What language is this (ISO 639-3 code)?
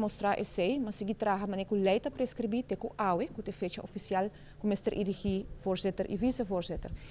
pap